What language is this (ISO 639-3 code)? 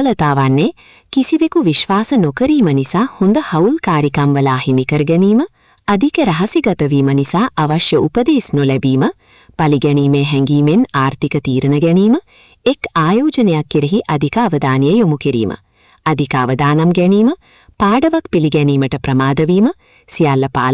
sin